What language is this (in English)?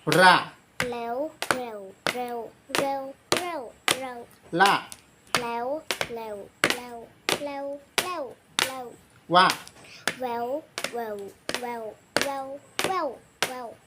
Shan